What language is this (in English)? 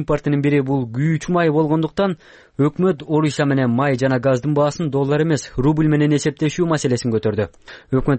Kyrgyz